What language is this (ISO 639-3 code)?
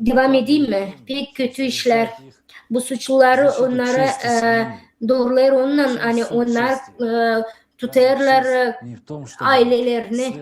gag